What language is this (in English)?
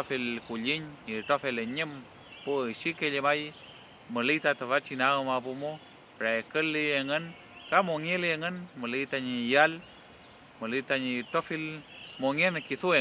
Mapuche